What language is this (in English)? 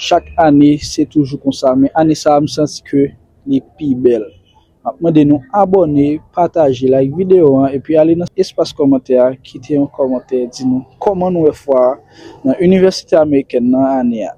Haitian Creole